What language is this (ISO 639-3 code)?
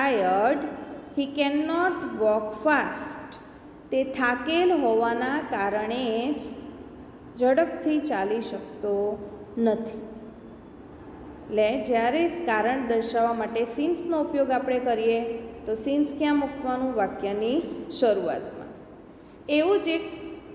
guj